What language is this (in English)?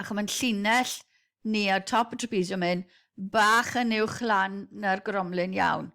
Welsh